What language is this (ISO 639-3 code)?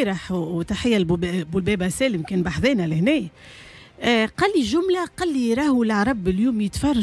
aeb